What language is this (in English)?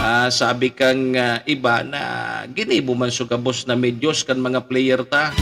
Bikol